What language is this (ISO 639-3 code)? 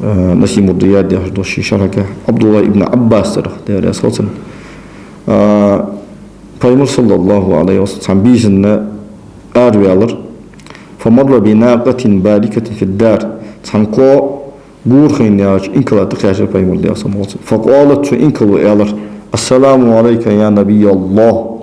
inh